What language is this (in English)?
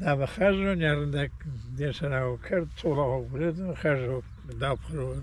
Zaza